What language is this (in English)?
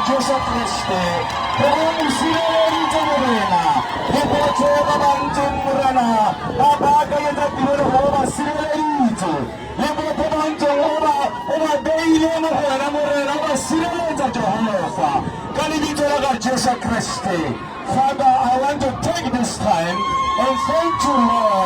Tswana